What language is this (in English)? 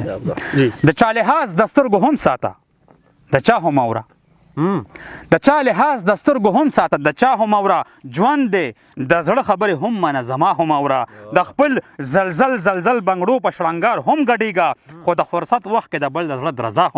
Pashto